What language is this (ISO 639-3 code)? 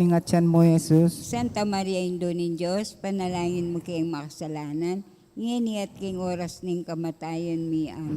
pam